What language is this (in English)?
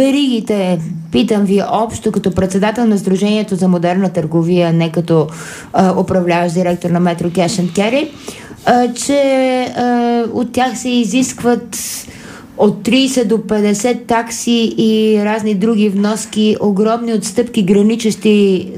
Bulgarian